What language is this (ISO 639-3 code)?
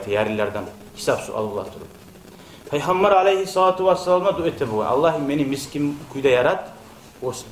kum